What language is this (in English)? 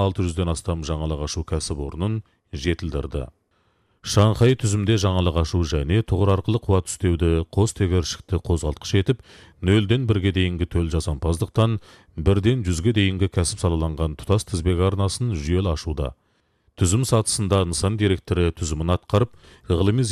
Kazakh